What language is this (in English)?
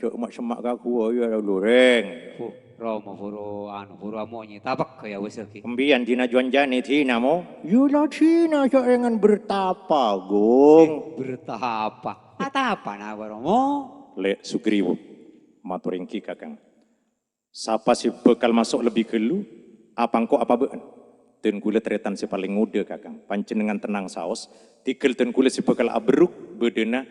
Madurese